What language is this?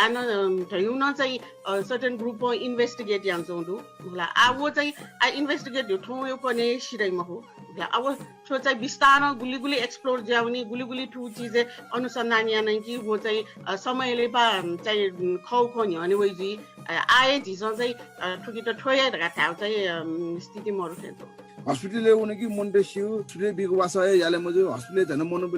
Newari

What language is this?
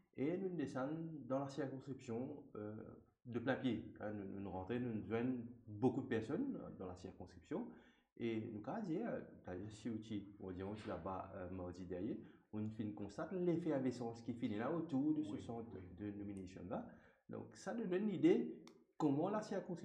Morisyen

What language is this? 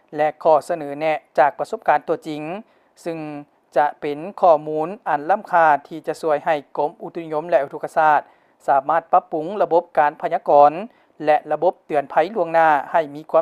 Lao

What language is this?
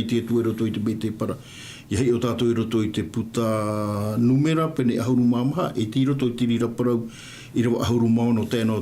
Tahitian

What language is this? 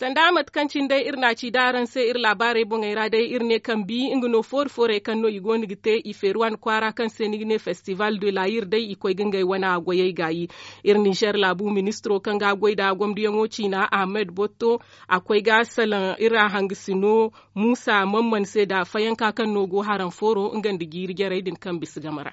Zarma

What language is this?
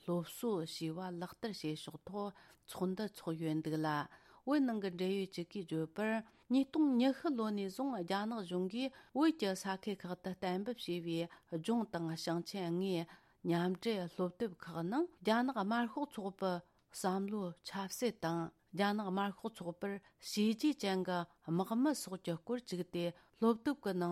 Tibetan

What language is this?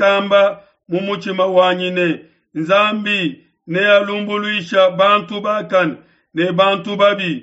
Luba-Lulua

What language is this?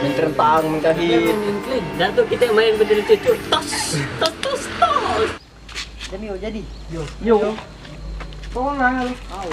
Musi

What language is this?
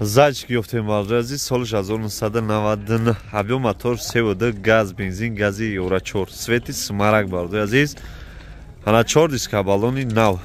Tajik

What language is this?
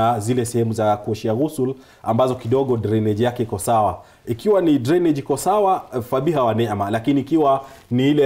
Swahili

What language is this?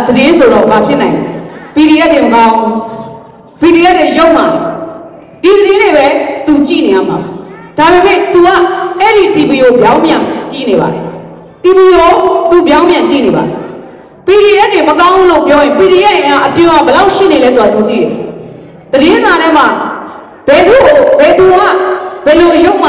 Burmese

